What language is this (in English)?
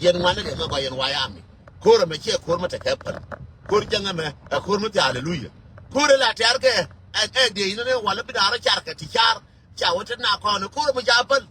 Nuer